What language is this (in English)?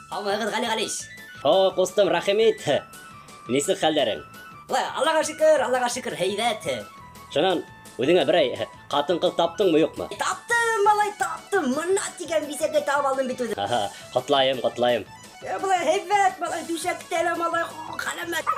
Bashkir